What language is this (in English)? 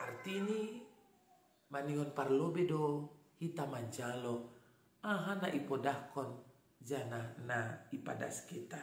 Batak Simalungun